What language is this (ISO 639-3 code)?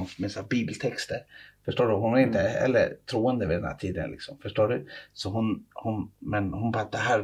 swe